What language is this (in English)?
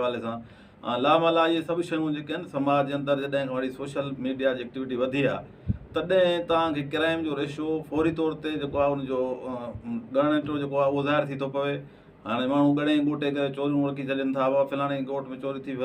Sindhi